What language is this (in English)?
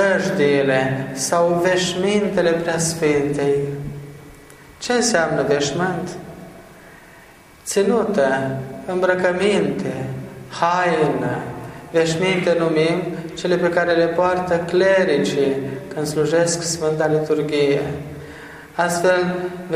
Romanian